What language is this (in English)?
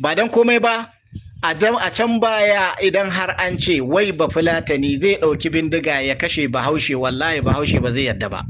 Hausa